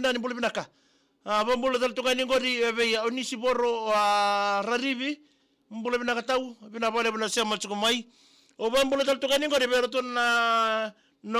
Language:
Fijian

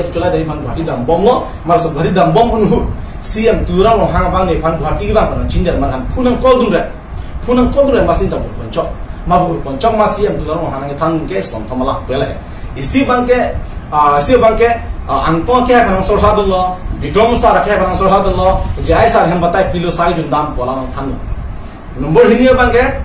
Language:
Karbi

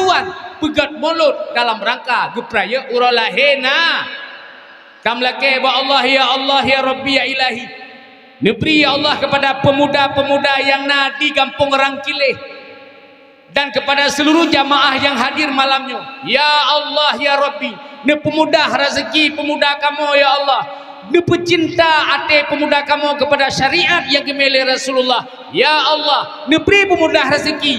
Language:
Achinese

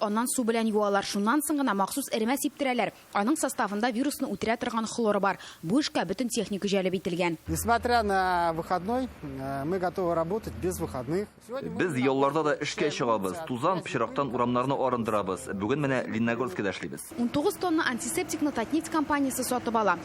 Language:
Tatar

